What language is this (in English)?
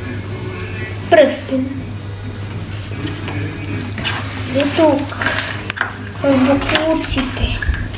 Bulgarian